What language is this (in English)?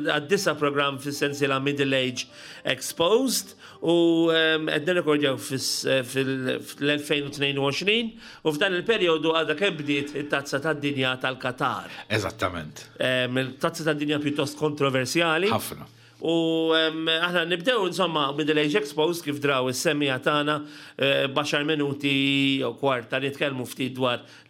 Maltese